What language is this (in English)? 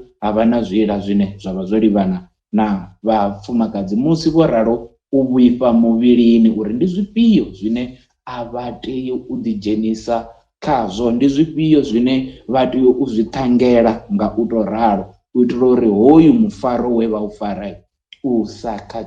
Venda